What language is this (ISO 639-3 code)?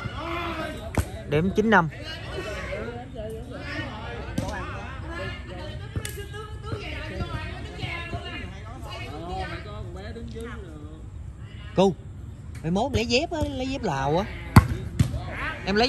vie